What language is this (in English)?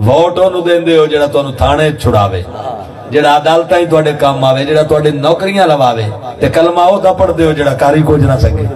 Saraiki